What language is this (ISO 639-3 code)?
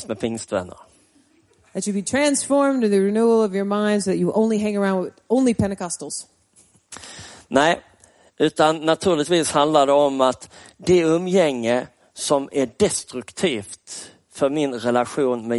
swe